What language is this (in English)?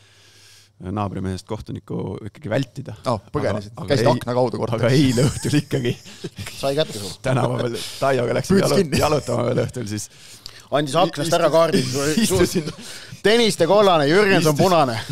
Estonian